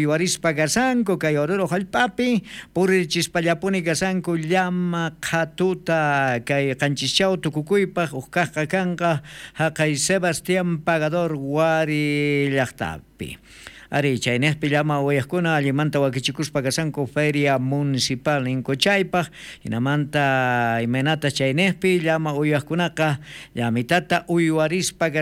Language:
South Bolivian Quechua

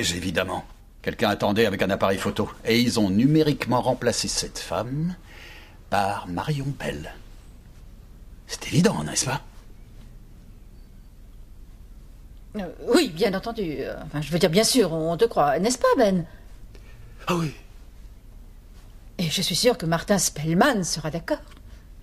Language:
French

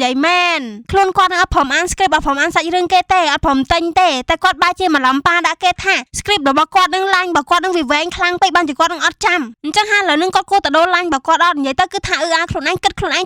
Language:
Khmer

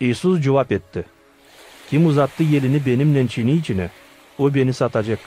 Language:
Gagauz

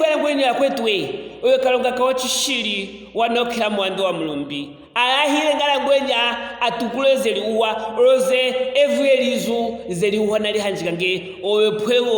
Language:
Luvale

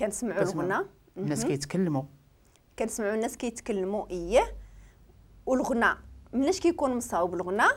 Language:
Moroccan Arabic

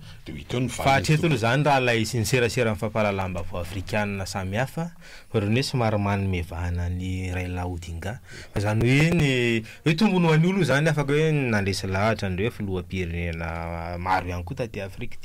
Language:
Malagasy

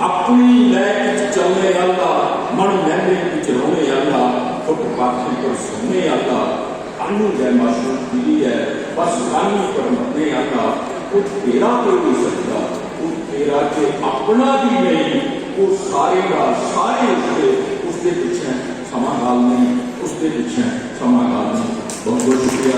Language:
Dogri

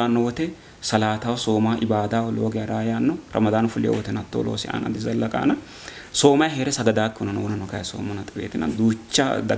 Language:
Sidamo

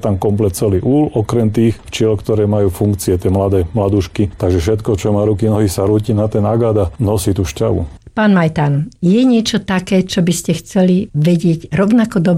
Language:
Slovak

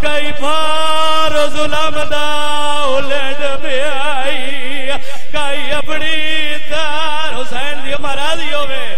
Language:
Saraiki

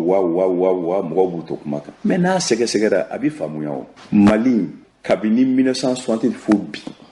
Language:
Bambara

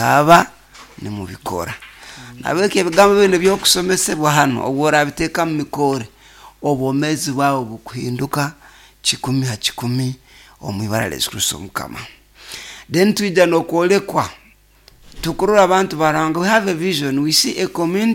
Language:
Nyoro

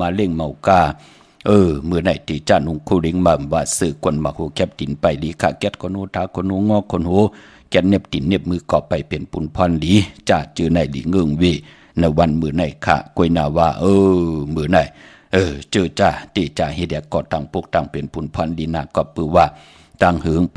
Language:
Shan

